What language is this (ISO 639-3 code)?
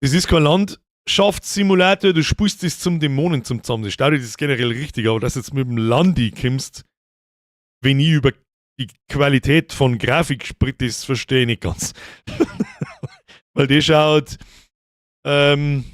bar